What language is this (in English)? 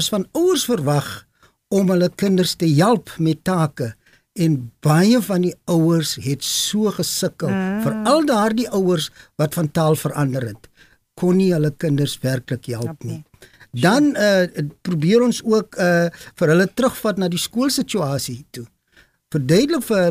Afrikaans